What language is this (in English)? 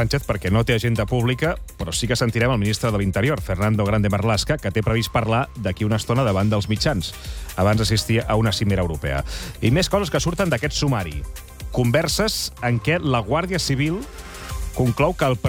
Catalan